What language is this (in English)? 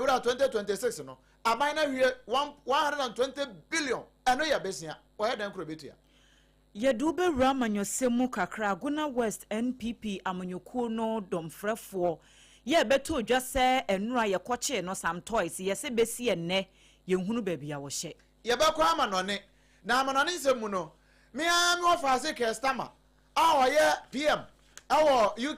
Akan